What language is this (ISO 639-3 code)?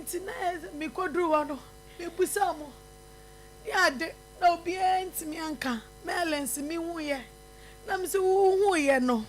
aka